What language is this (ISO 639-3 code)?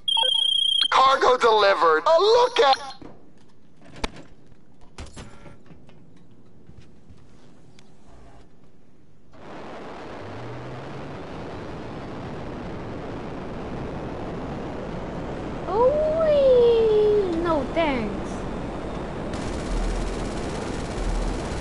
ron